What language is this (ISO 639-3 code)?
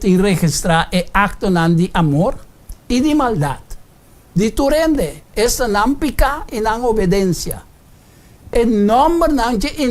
pap